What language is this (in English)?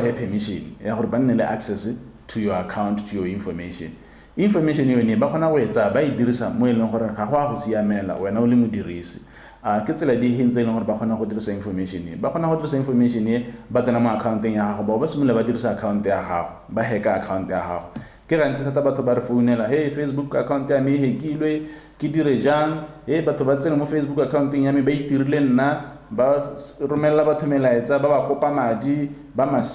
Tswana